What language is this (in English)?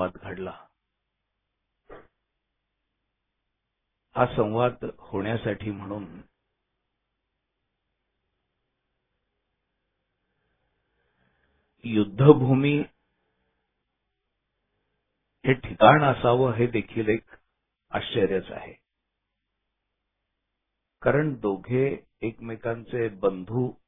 Marathi